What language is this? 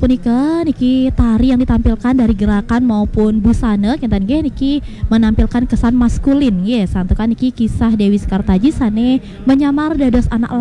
Balinese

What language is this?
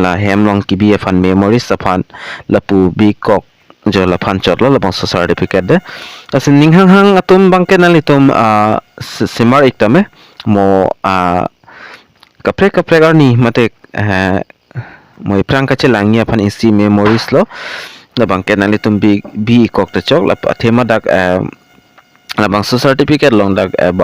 Karbi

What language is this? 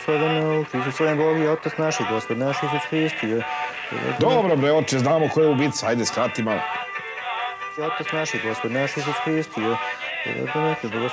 Serbian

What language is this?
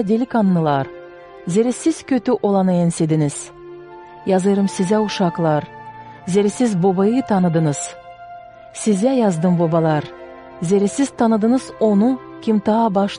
Gagauz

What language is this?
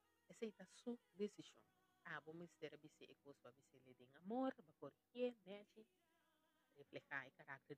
Papiamento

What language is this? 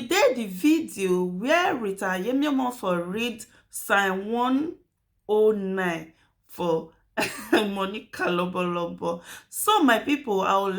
Nigerian Pidgin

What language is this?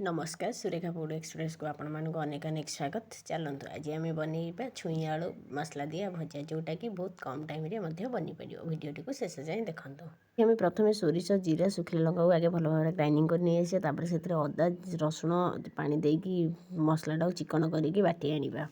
Odia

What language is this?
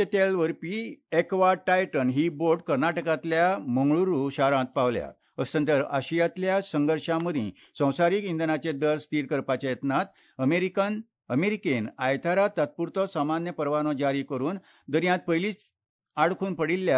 Konkani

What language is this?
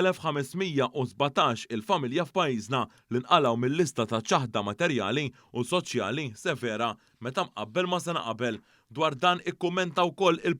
Maltese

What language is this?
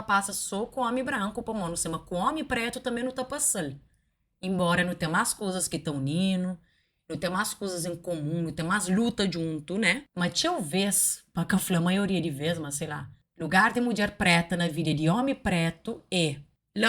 Kabuverdianu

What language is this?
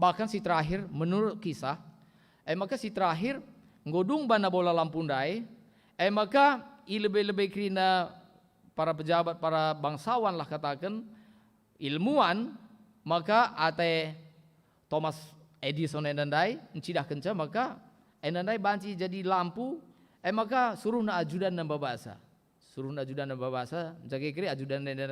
Batak Karo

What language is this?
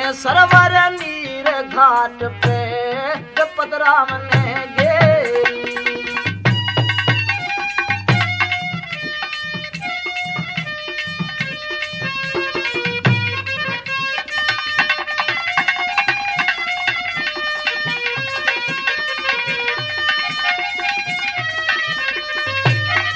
Haryanvi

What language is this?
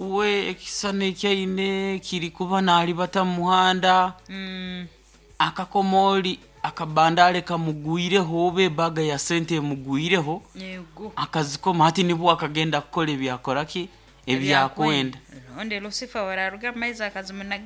Nyoro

